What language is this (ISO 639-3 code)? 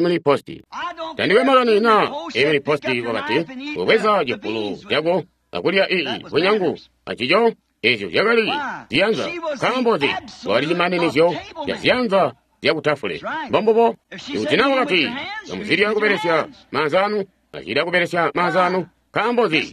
toi